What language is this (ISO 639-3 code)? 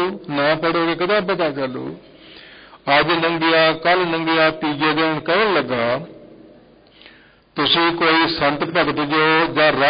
pan